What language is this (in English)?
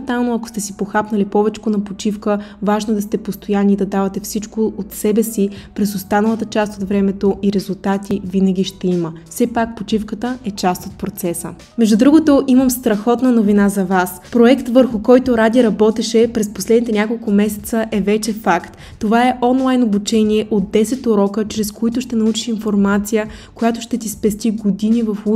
Bulgarian